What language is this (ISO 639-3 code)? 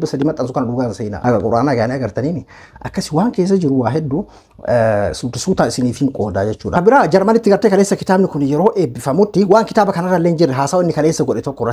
orm